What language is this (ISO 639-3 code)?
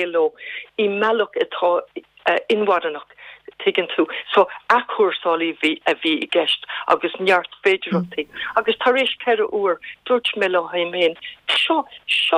gle